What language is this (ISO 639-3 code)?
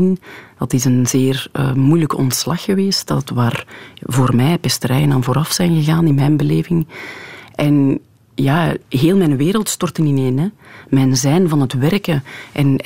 nld